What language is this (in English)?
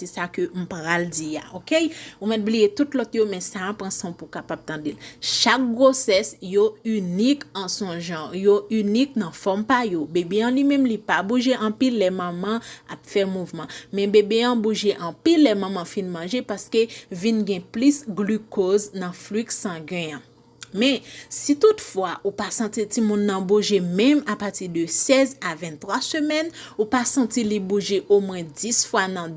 Haitian Creole